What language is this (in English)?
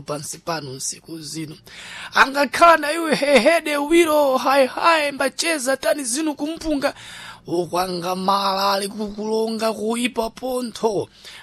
Sena